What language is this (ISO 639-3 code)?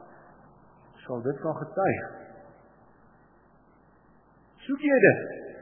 afr